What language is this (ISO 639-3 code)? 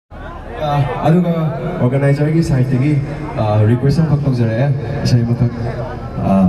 mni